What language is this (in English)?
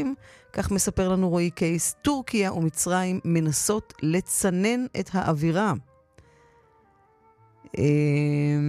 Hebrew